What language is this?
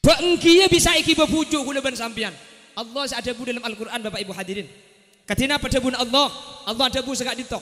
Madurese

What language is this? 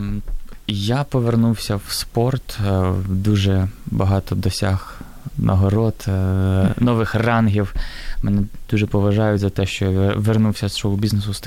Ukrainian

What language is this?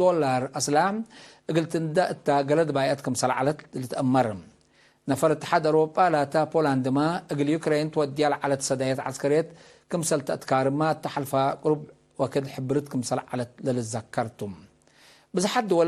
Tigre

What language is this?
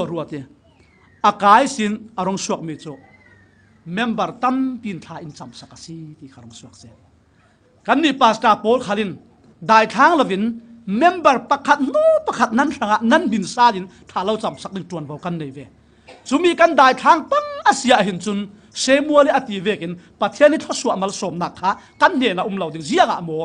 Falam Chin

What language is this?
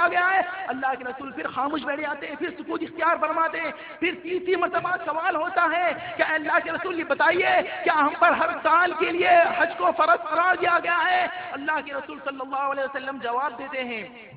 Urdu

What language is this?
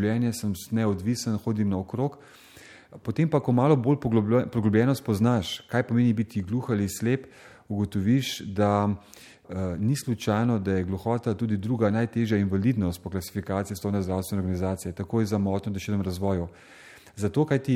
Slovenian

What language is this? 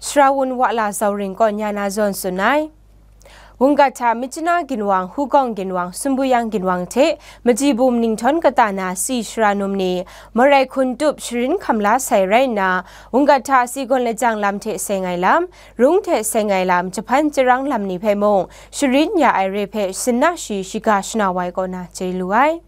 Kachin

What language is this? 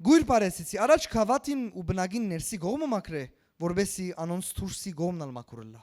Western Armenian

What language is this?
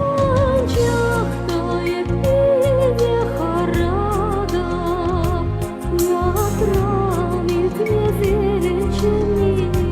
Chuvash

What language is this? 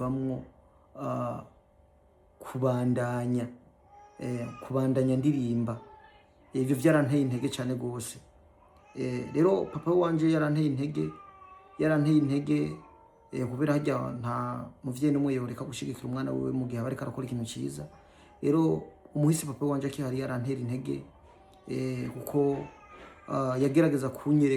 Rundi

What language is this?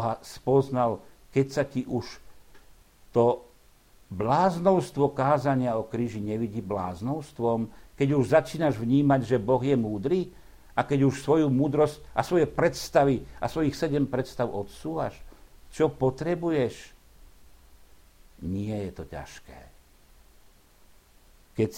Slovak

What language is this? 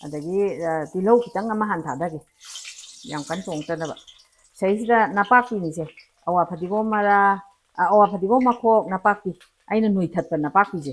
Manipuri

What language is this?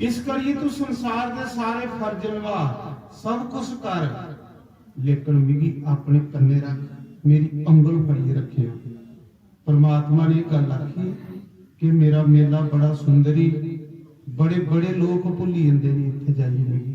Dogri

